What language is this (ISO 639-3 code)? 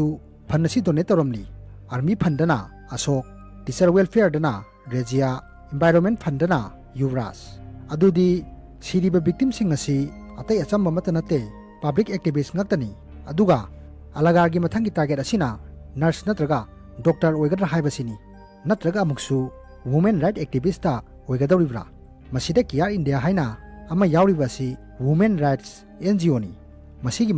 mni